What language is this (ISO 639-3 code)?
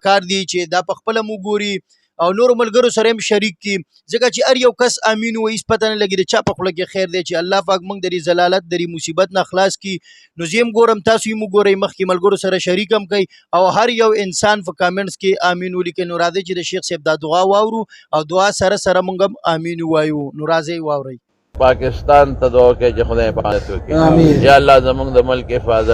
pus